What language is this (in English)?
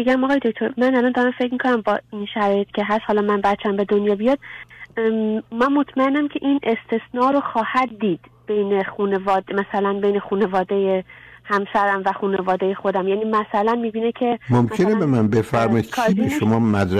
Persian